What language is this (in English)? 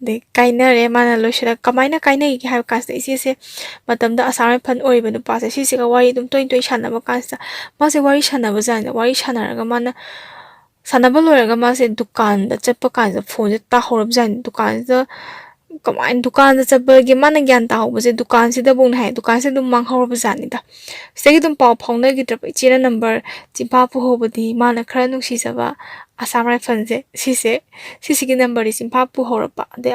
Manipuri